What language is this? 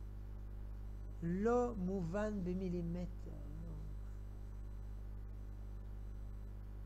Hebrew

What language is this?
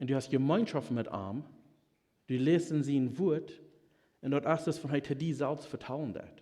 Plautdietsch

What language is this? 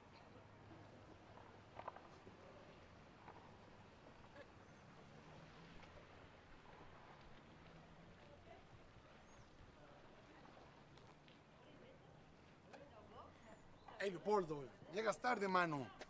Spanish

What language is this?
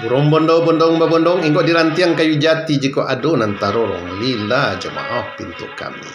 Minangkabau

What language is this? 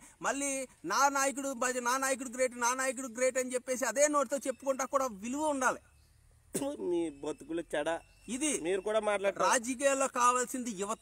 Telugu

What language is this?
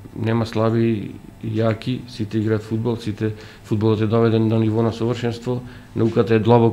Macedonian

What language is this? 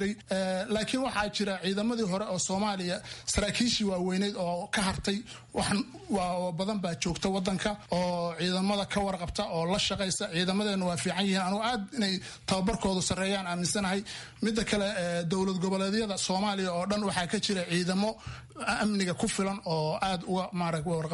Somali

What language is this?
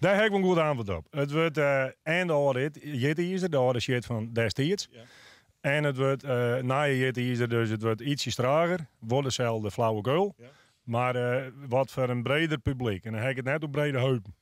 Western Frisian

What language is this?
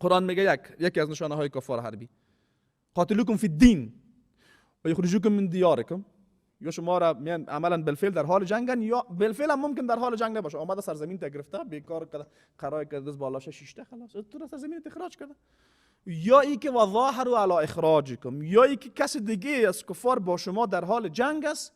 Persian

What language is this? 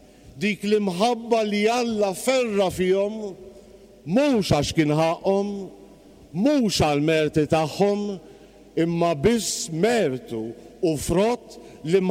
Maltese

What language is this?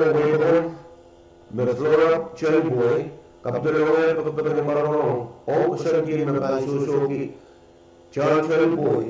Pohnpeian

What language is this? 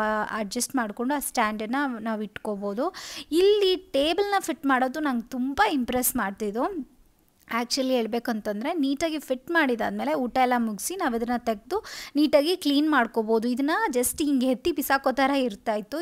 Kannada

